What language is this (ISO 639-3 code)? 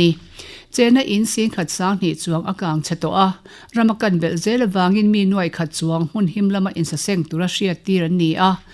lus